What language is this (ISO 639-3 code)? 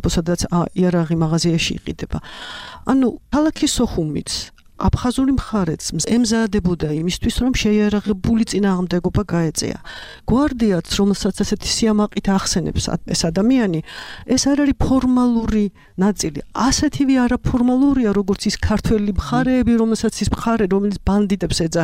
kat